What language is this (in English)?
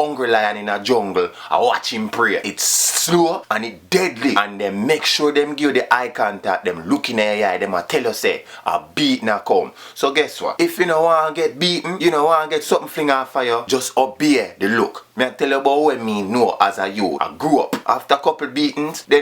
Jamaican Creole English